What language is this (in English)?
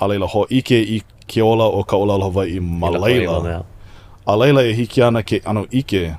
Hawaiian